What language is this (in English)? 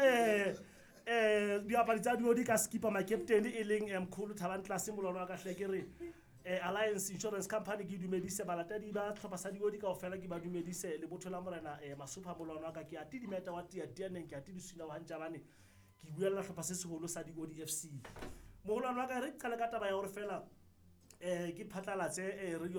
Southern Sotho